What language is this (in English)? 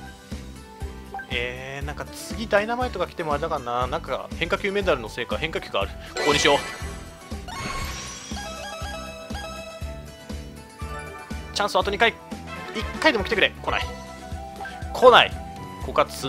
Japanese